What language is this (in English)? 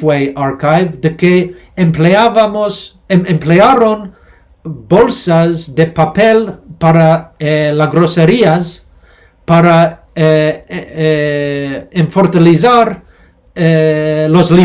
Ladino